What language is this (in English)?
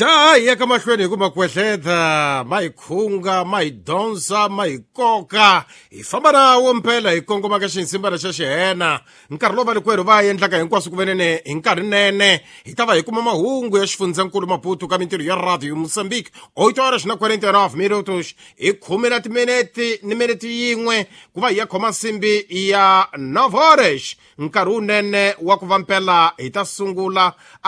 Tsonga